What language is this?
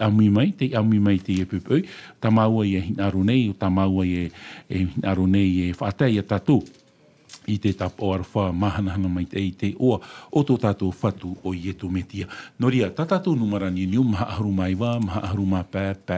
Tahitian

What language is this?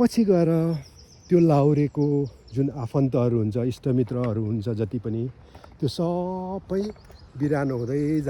Nepali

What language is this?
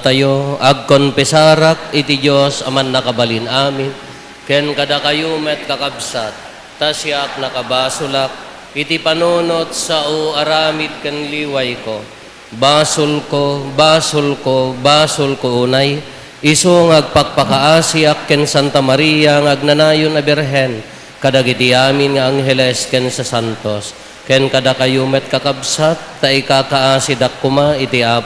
Iloko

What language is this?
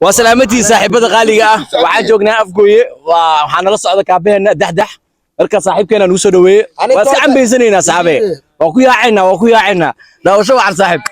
Somali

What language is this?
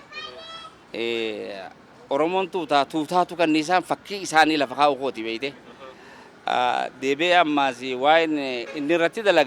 Oromo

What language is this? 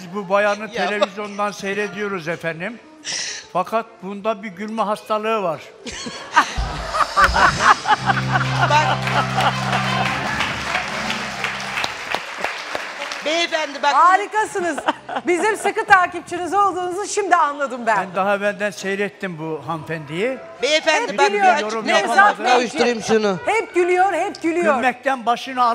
Turkish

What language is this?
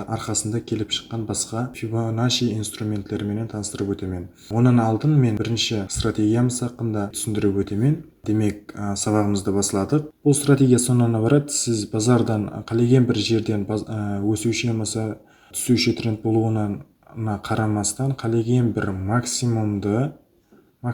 Kara-Kalpak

